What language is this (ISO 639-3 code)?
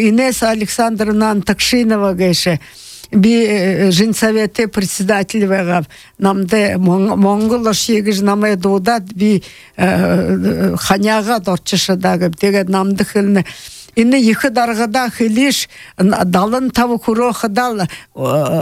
bua